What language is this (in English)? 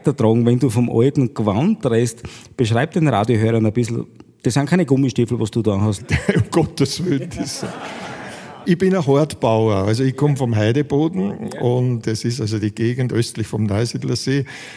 German